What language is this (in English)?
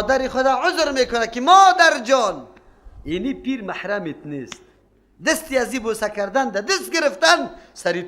Persian